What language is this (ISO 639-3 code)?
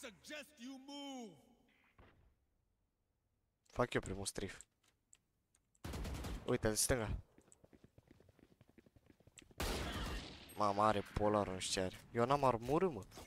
ron